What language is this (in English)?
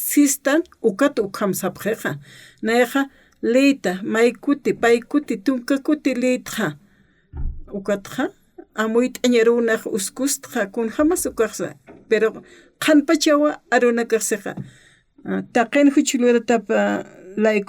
Aymara